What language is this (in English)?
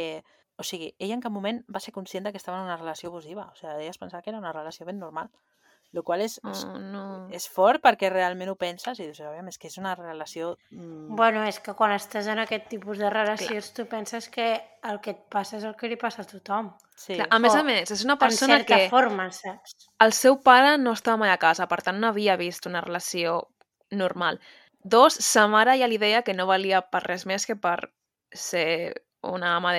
Catalan